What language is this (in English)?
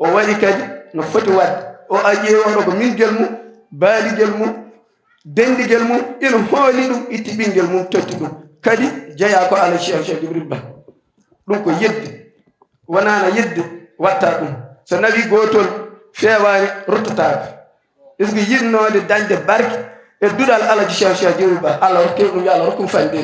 Fula